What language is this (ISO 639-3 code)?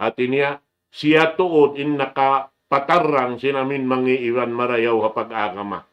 tsg